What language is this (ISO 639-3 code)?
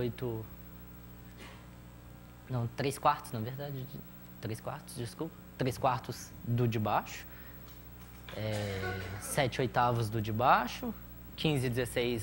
por